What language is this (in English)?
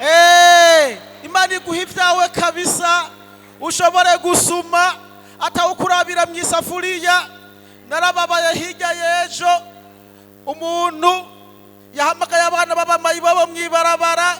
Rundi